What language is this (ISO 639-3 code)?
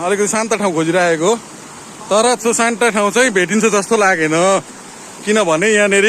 nep